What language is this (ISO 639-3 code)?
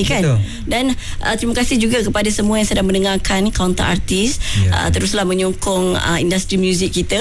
msa